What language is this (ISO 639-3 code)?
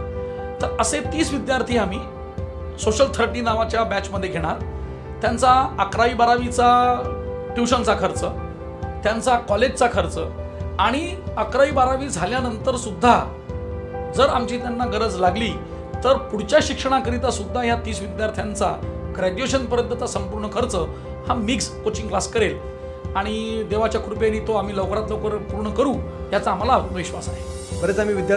mar